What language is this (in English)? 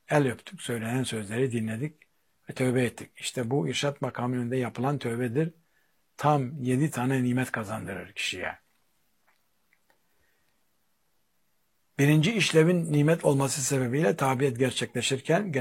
Turkish